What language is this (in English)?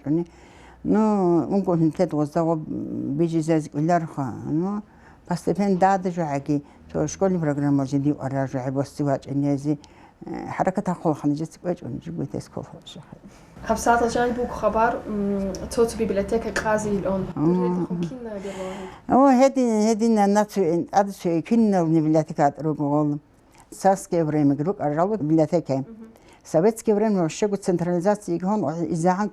Avaric